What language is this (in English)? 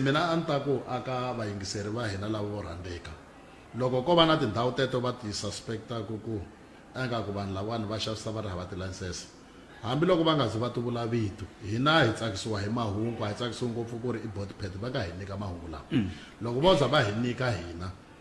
Tsonga